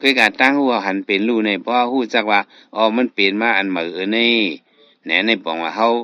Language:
Shan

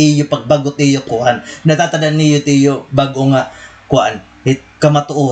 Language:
Waray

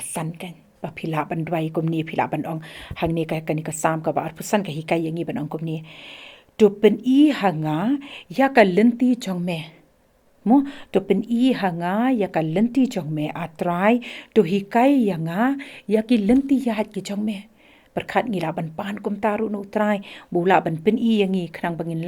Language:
Khasi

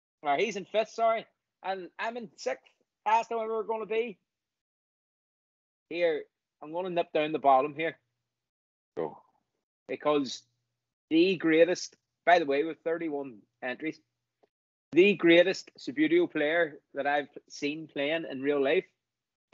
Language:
English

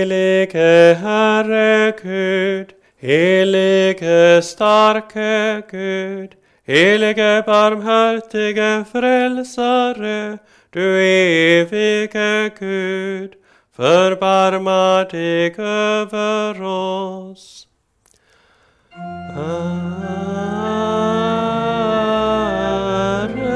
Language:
Swedish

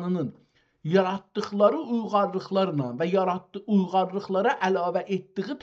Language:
South Azerbaijani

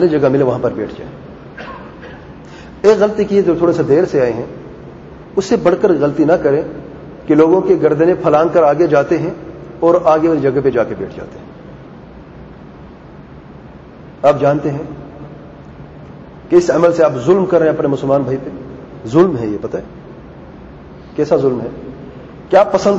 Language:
Urdu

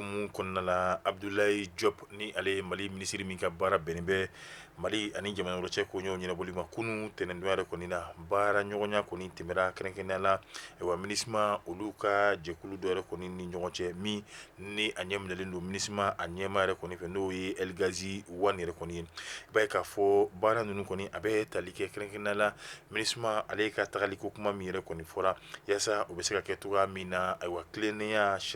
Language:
Bambara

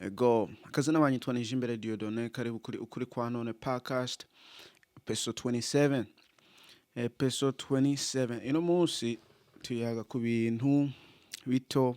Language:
Rundi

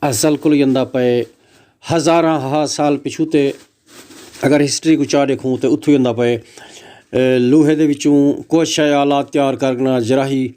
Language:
Saraiki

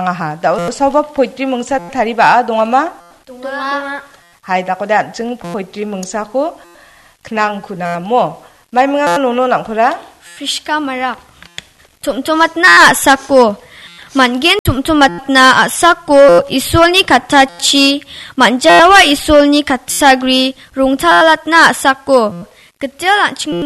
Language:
Garo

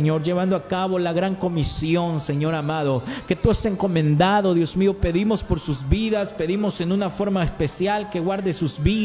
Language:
Spanish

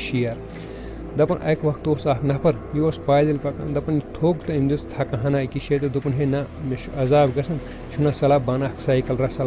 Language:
Kashmiri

